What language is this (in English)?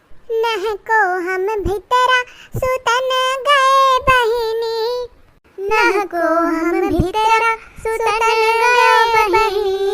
Awadhi